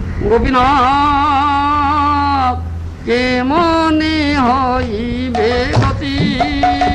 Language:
Odia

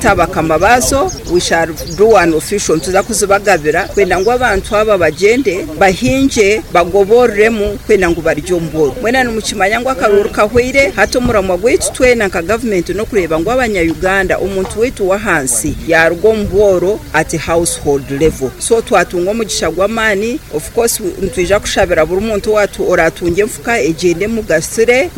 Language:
Nyoro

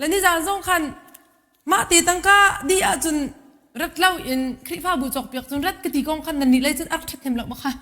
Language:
Hakha Chin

